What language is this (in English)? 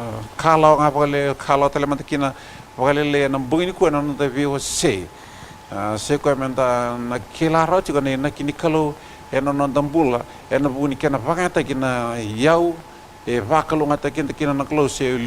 Fijian